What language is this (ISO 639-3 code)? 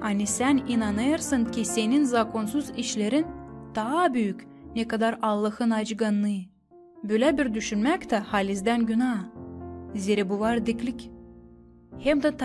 gag